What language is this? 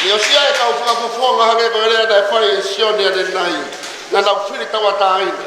Tongan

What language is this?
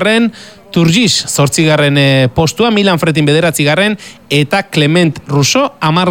Basque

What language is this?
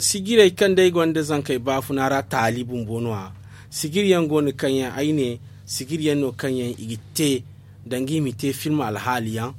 Zarma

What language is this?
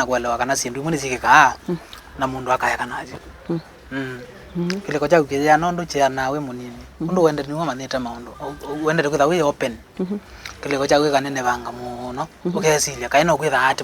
Kamba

